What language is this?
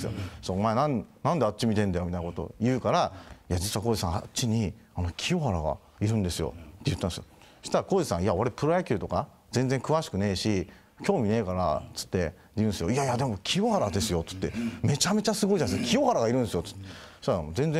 Japanese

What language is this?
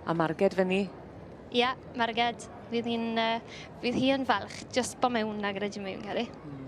Welsh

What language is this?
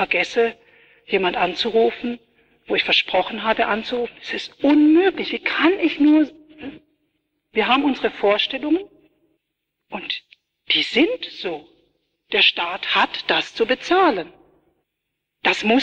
German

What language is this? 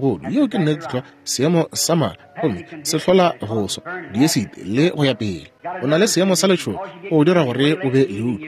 Northern Sotho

